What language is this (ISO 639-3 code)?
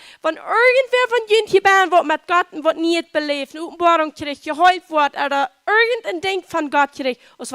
pdt